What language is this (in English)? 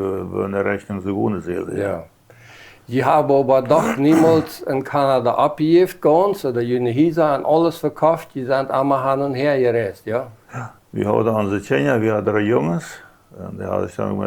Plautdietsch